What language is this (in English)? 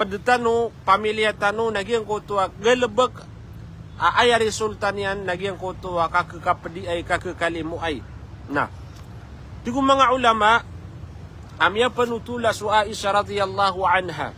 Maranao